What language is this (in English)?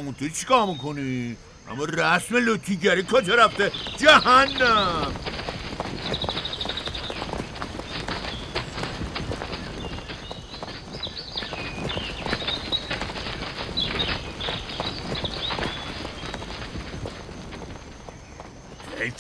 Persian